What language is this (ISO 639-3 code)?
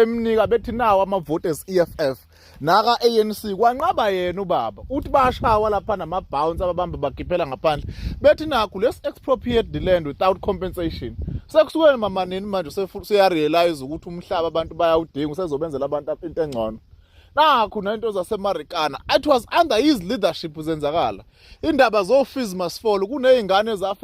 zul